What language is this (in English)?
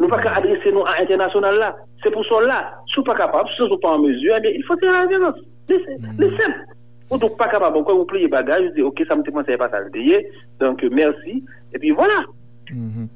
Haitian Creole